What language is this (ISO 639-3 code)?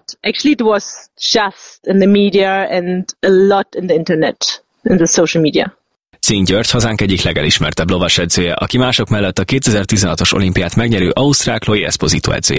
hun